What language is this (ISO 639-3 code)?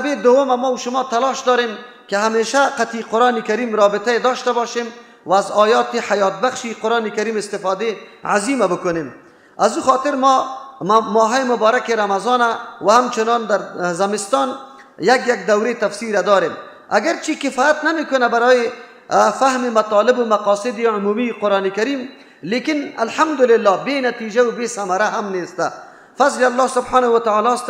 fas